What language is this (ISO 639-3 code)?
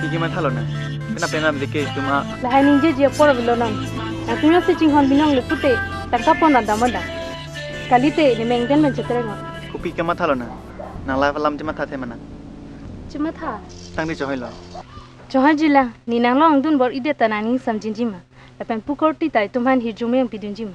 mjw